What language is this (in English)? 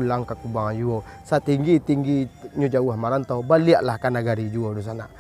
Minangkabau